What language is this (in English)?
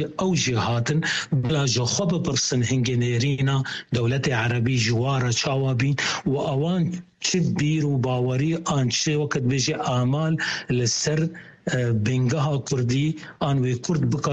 Kurdish